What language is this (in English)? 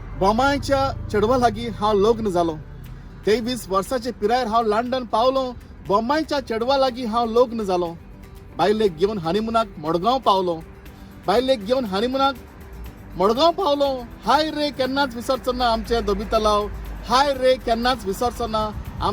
Konkani